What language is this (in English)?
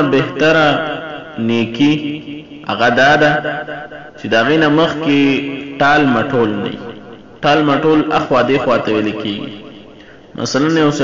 Pashto